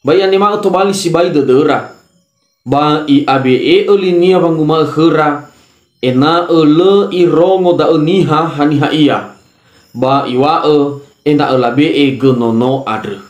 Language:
Nias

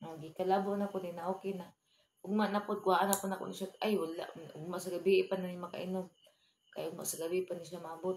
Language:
Cebuano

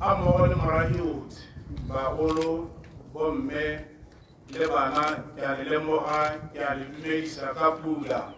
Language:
Tswana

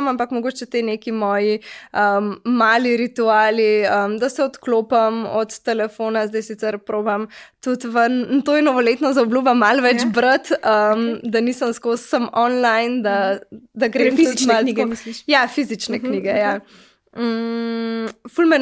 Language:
Slovenian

